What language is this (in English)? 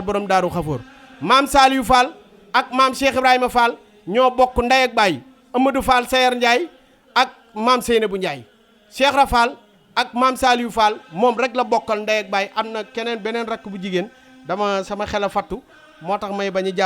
Wolof